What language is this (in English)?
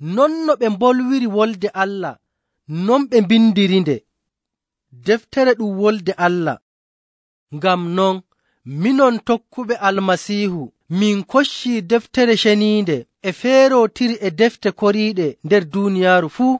Nigerian Fulfulde